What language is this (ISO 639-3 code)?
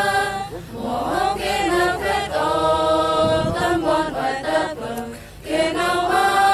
cmo